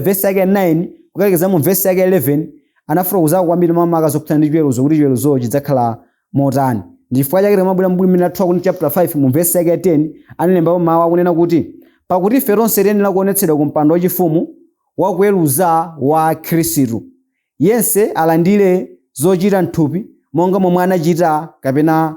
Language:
Nyanja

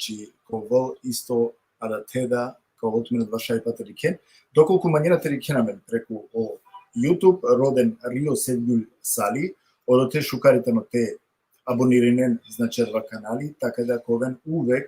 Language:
Balkan Romani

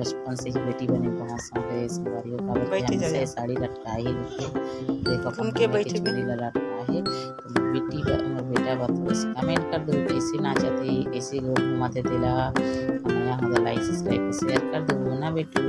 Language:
Chhattisgarhi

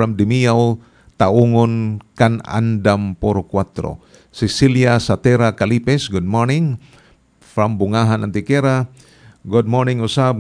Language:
Cebuano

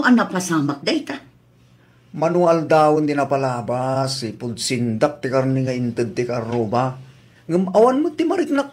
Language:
Iloko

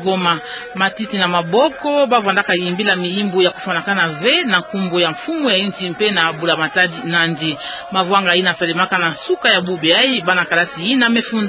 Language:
Kituba (Democratic Republic of Congo)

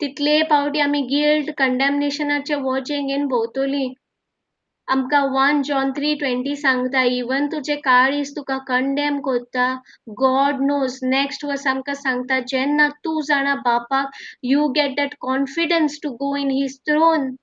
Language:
Konkani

